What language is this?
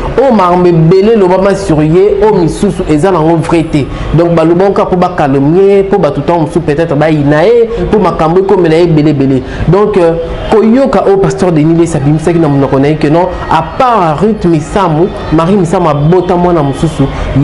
Lingala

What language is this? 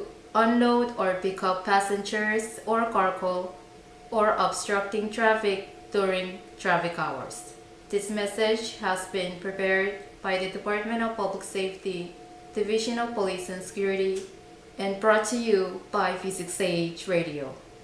Pohnpeian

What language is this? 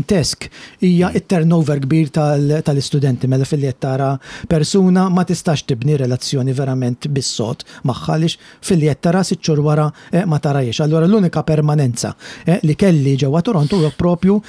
Maltese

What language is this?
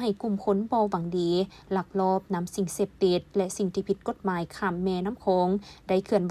Lao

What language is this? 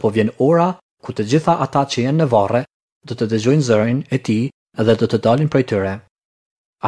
Albanian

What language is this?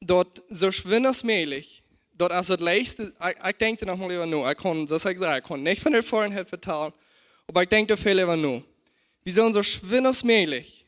Plautdietsch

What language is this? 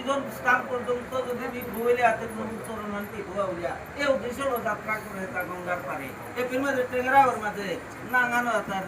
Bishnupriya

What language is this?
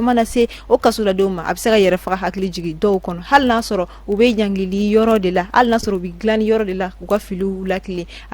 Bambara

